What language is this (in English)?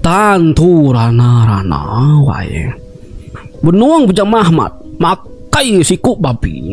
Iban